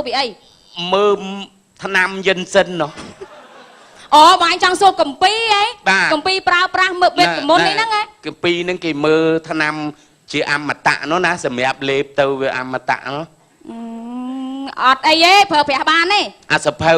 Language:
Khmer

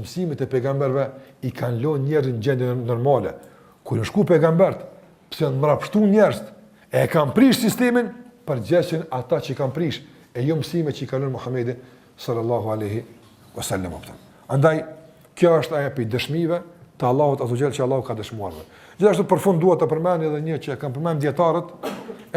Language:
Albanian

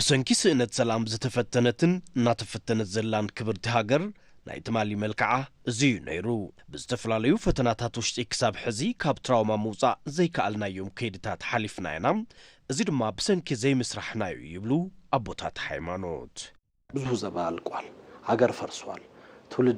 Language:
Tigrinya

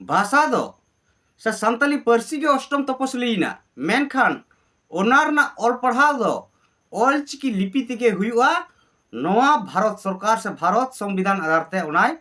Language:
Santali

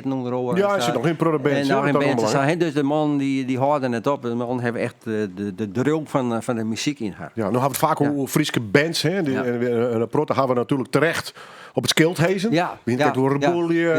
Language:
Western Frisian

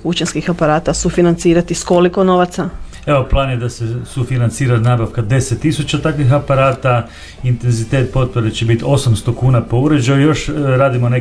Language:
Croatian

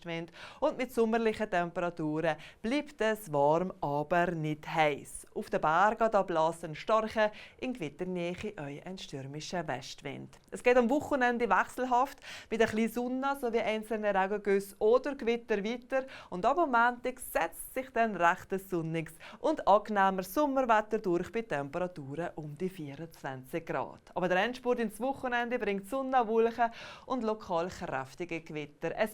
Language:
Swiss German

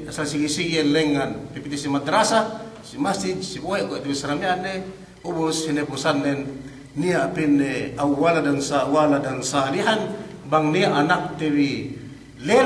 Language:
Yakan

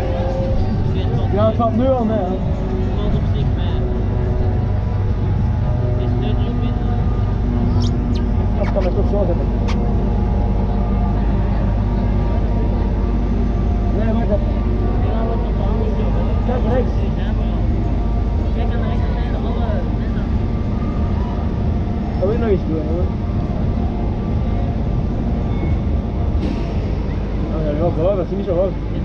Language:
Dutch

